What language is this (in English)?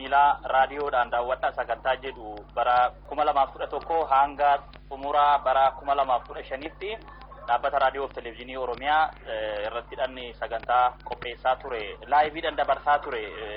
Oromo